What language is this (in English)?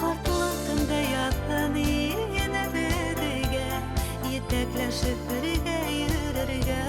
Bashkir